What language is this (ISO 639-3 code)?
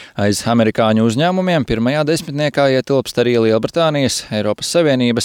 lav